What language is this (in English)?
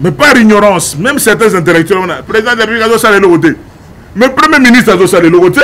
Lingala